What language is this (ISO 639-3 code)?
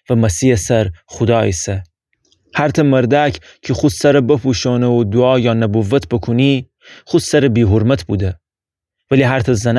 glk